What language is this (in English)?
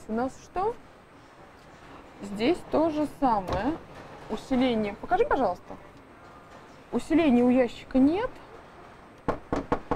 Russian